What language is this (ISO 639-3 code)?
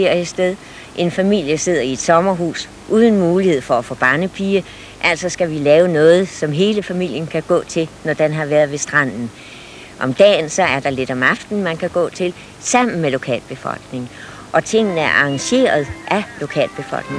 dan